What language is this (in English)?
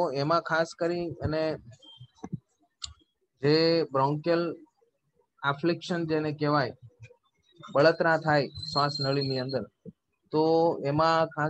Gujarati